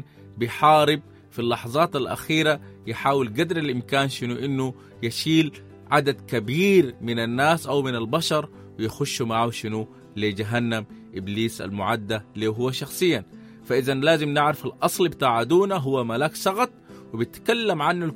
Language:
Sudanese Arabic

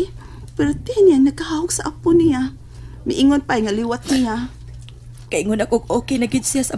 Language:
Cebuano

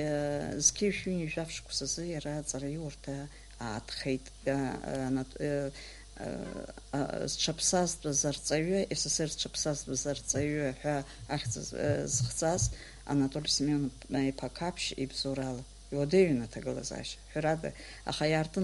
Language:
Abkhazian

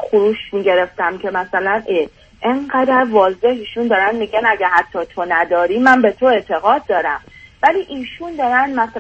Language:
Persian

